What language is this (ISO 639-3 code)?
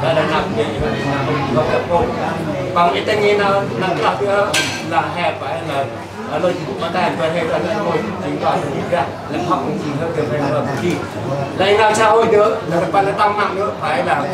cmo